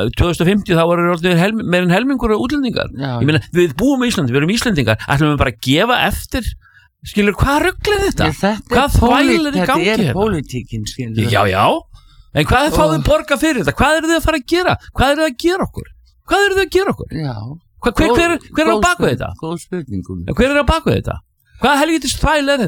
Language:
Icelandic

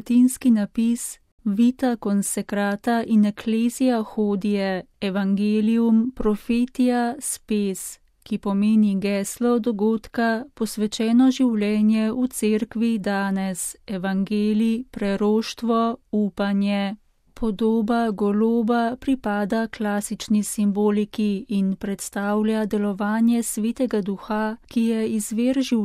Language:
Slovenian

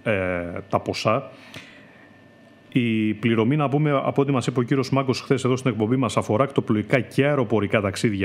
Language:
Greek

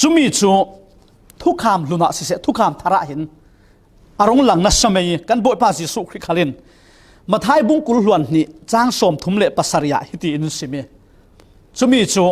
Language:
Falam Chin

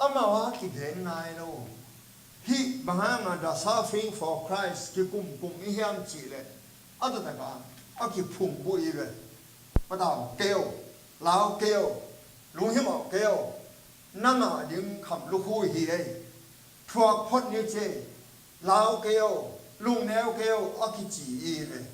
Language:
Tedim Chin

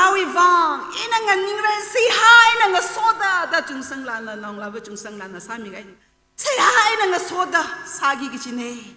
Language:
Tangkhul Naga (India)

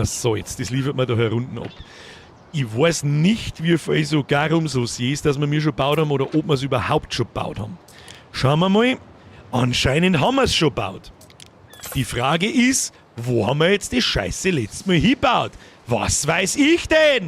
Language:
Bavarian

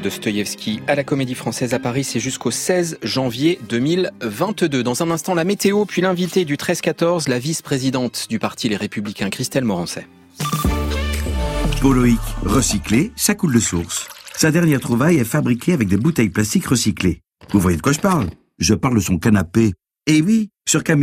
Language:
French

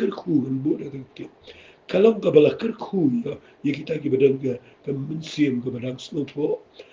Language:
Khasi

